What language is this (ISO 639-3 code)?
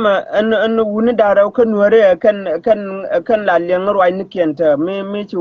nus